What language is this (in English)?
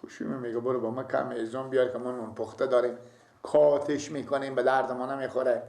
Persian